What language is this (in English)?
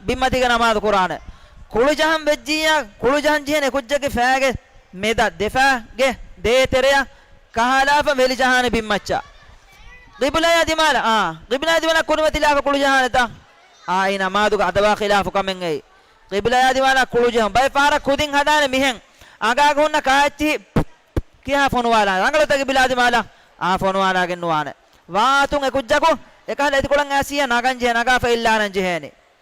Divehi